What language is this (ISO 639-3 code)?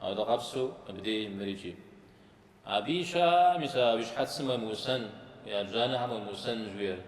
kbd